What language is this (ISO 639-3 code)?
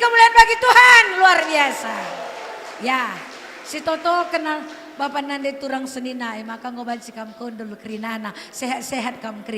btx